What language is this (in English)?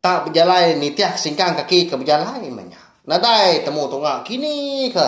Iban